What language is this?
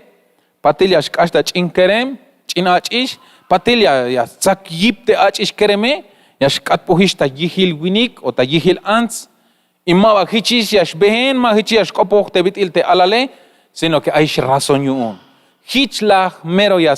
Tzeltal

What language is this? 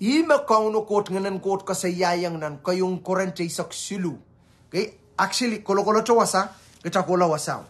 Pohnpeian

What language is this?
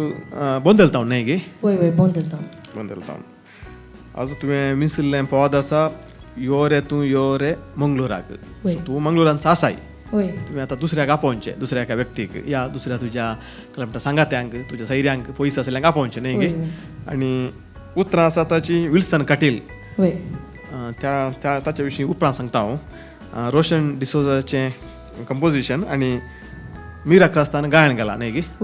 Konkani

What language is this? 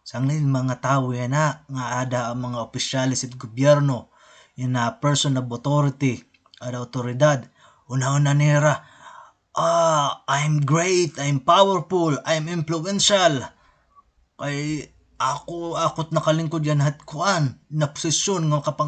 Waray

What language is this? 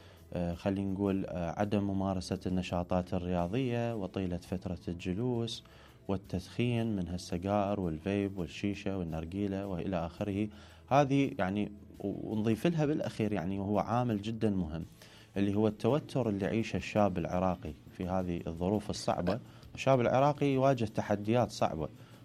Mesopotamian Arabic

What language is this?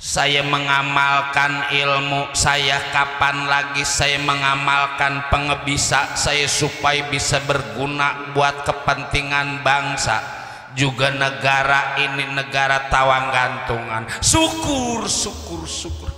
Betawi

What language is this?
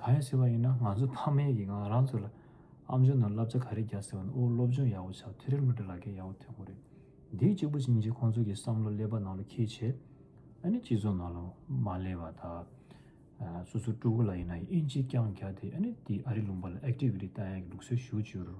Tibetan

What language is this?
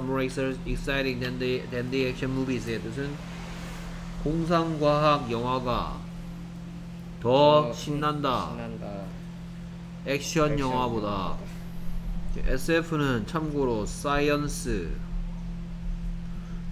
Korean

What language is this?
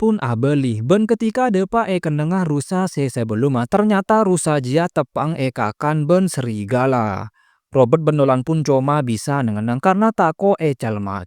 Madurese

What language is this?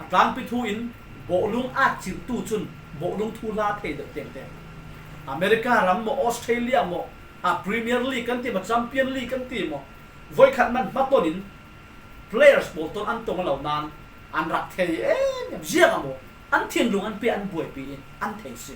Falam Chin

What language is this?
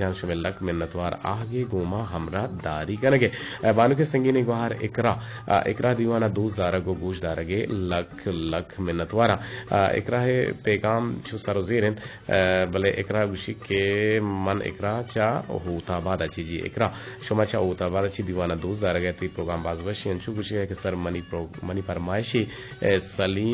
Eastern Balochi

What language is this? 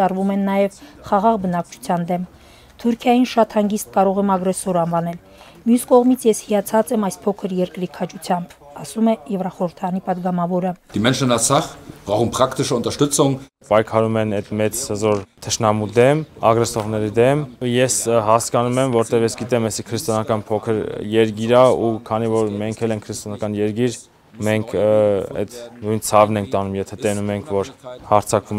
Armenian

